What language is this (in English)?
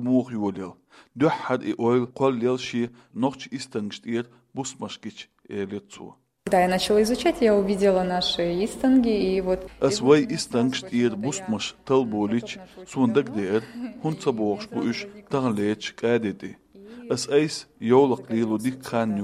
Chechen